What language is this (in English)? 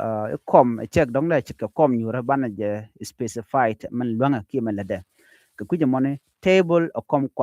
Nuer